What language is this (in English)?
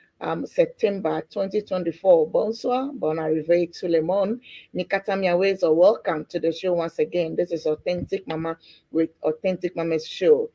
Ewe